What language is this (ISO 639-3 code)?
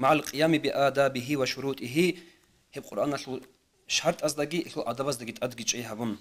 ava